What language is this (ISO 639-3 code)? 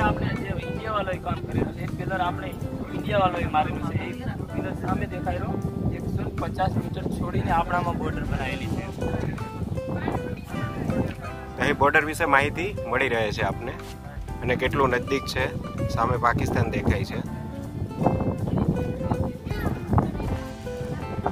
guj